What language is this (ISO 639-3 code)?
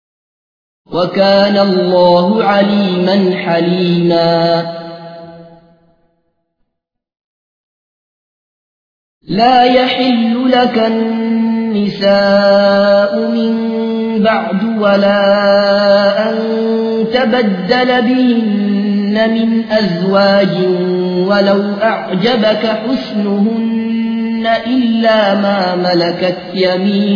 ara